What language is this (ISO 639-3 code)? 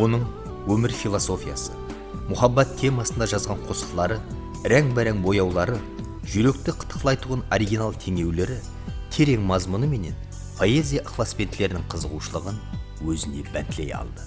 kaa